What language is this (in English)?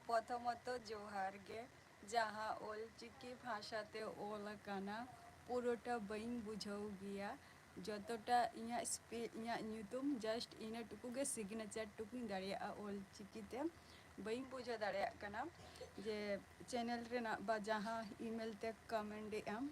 Santali